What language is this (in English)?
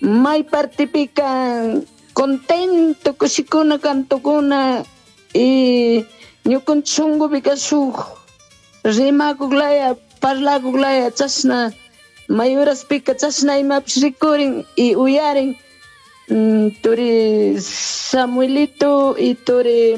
Chimborazo Highland Quichua